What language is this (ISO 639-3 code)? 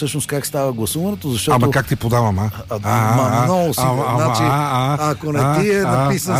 bul